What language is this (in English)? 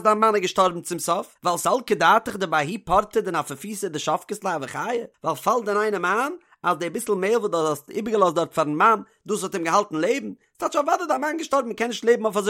Yiddish